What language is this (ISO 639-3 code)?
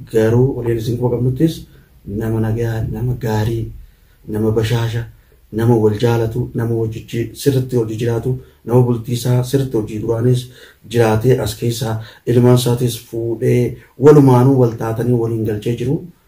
orm